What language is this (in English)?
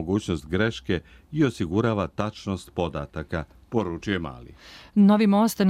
Serbian